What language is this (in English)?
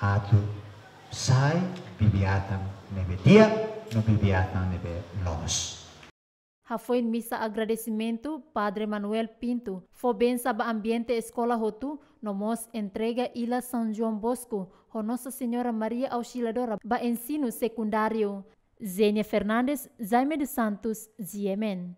Tetum